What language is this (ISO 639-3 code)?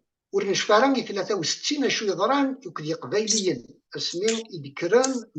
kab